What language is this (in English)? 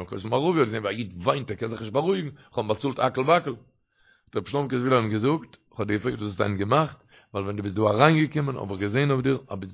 Yiddish